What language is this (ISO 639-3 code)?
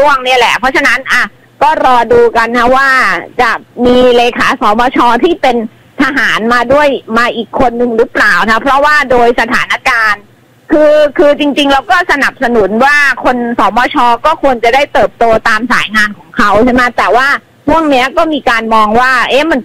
tha